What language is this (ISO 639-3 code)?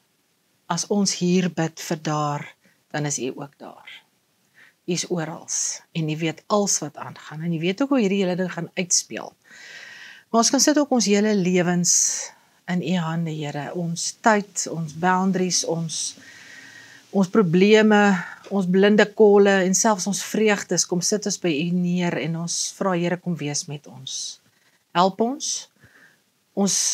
afr